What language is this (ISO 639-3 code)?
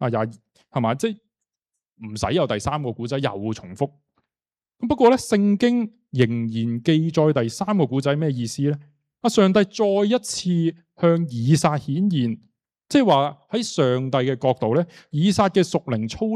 yue